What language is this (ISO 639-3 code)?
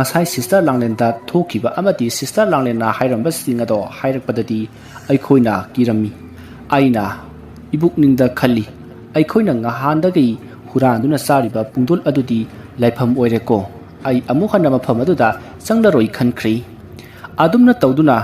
mni